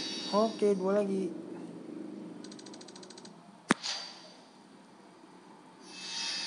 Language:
Indonesian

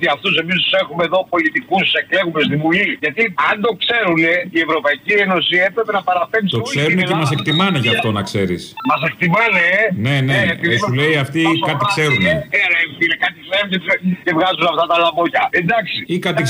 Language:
Greek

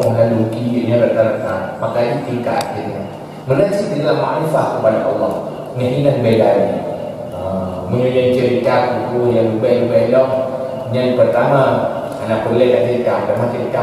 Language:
Achinese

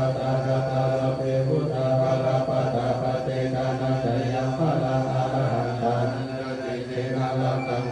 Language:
Pali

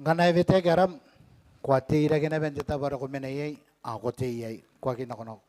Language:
Gilbertese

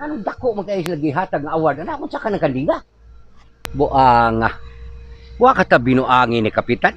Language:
Cebuano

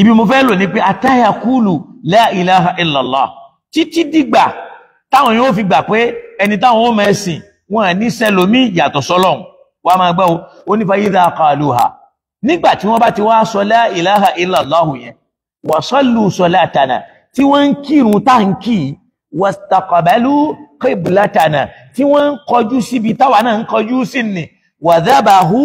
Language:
Yoruba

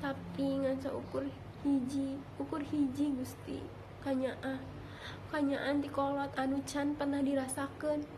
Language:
Sundanese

